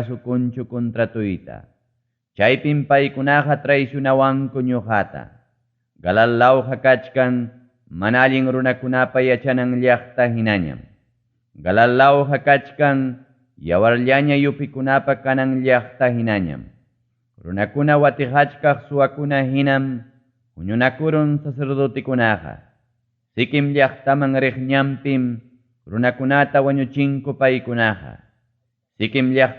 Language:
Ayacucho Quechua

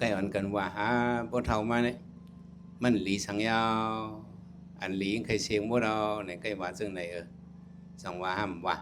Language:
Shan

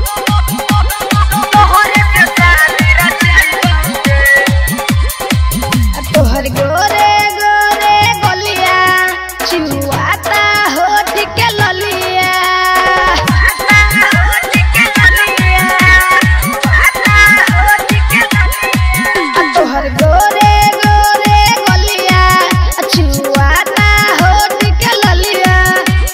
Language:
Bhojpuri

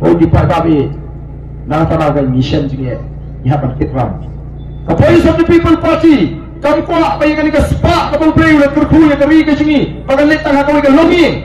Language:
Khasi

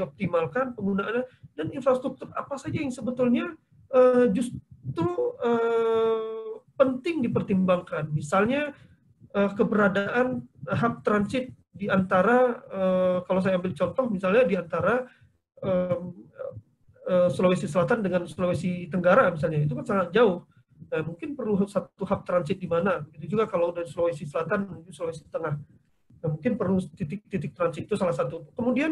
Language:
Indonesian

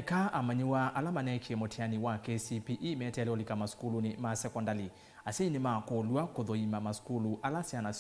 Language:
Kamba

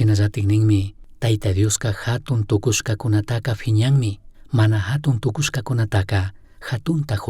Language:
Chimborazo Highland Quichua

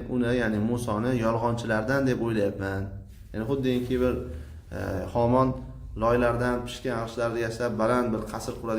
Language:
Uzbek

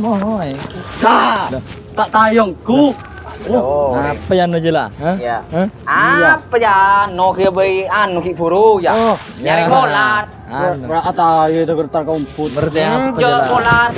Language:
Madurese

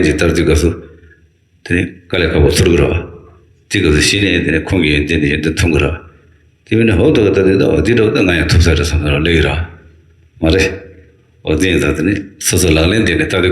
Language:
Tibetan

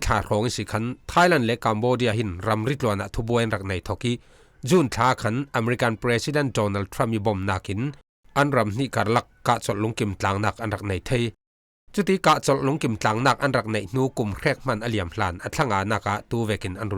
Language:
Falam Chin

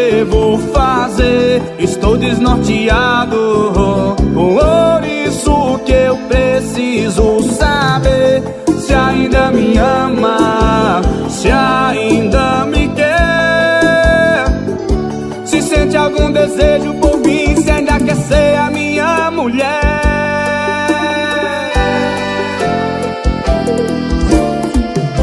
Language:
Portuguese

